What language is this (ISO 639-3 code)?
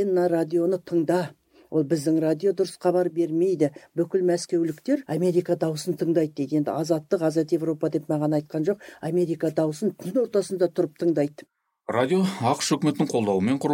kaz